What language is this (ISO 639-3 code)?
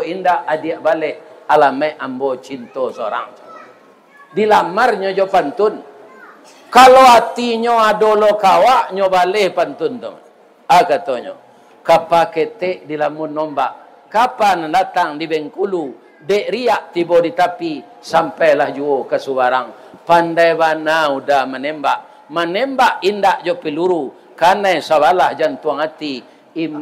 min